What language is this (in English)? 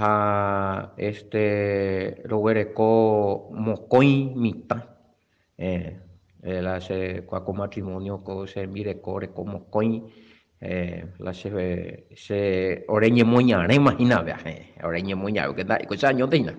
Guarani